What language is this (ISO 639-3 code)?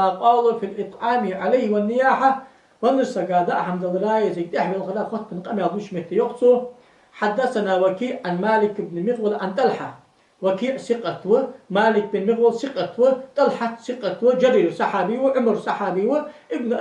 inh